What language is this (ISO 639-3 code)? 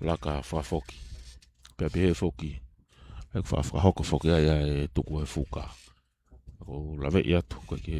ton